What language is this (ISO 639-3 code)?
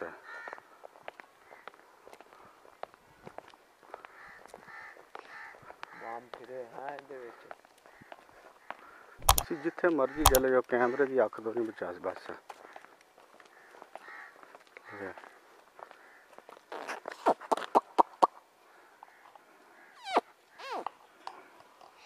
pan